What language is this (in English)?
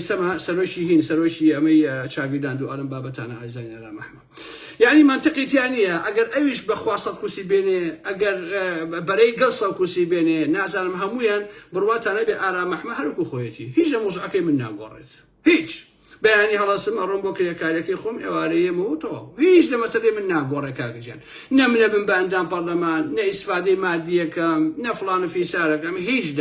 Central Kurdish